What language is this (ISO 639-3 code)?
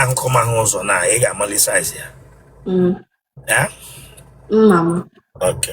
ibo